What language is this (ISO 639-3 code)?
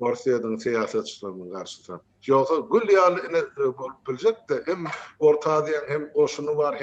tuk